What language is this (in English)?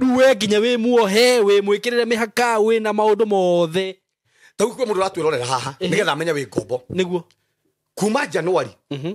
Kikuyu